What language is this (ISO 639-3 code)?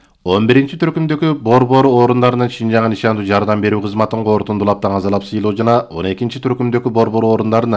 kir